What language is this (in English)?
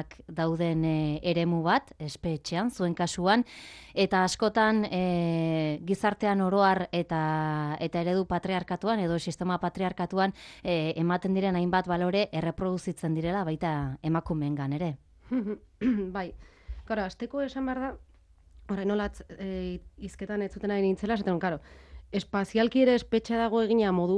Basque